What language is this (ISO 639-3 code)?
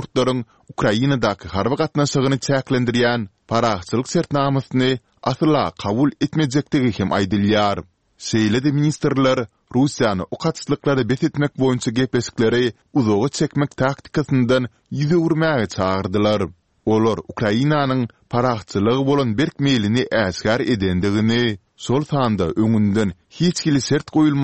tuk